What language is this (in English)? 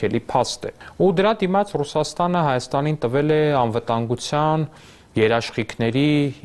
Armenian